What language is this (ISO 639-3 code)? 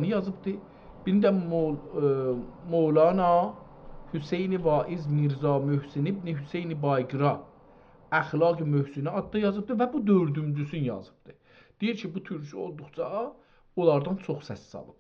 azb